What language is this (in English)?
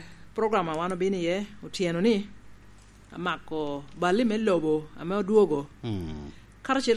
Lango (Uganda)